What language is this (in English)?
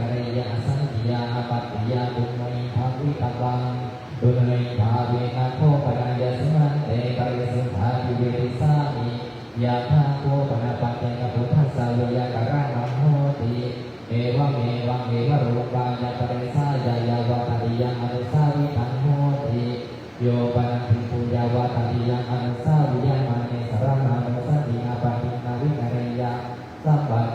Pali